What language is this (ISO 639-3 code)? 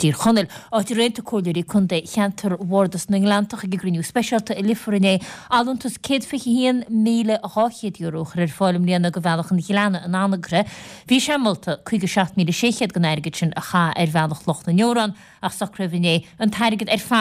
gle